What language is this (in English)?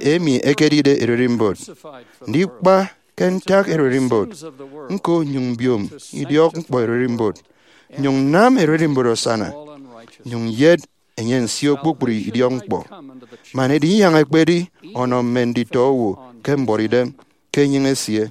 Efik